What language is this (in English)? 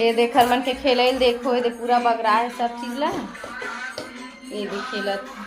Chhattisgarhi